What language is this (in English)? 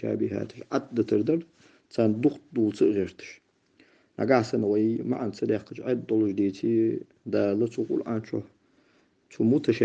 Ingush